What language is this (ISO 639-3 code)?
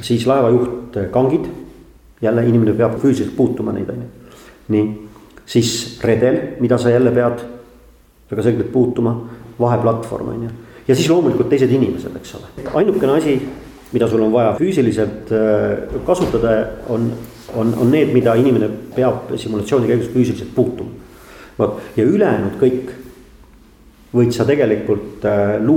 est